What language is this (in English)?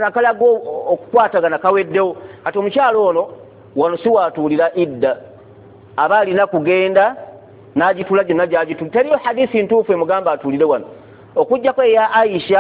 Ganda